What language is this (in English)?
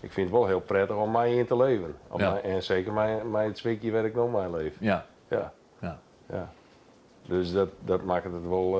Western Frisian